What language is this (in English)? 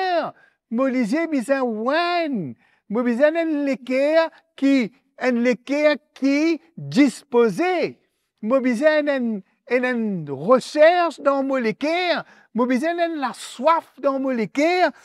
Morisyen